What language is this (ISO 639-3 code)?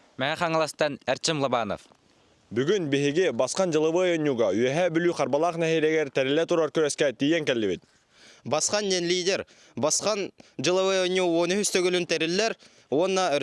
sah